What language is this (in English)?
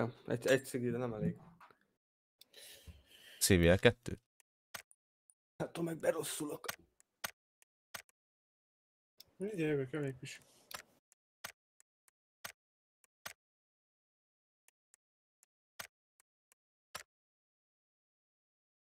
Hungarian